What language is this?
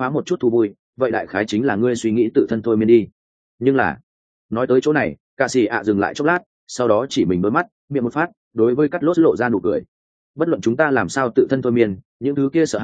Vietnamese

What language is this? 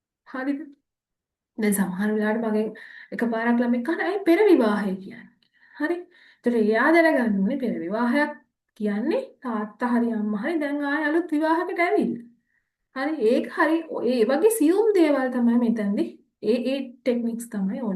Sinhala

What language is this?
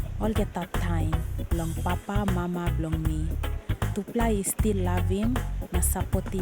Tok Pisin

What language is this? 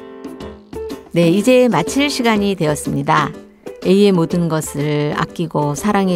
Korean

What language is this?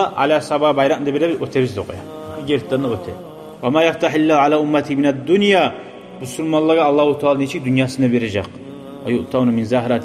Kumyk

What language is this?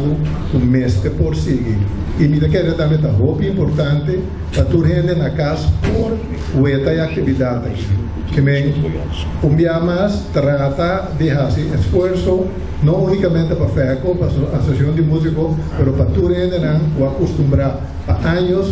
Papiamento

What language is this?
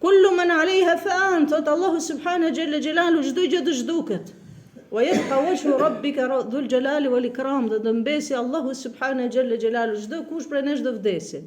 Albanian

